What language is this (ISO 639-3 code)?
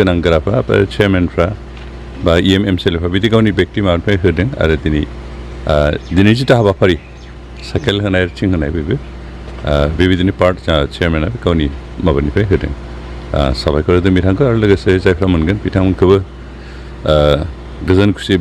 brx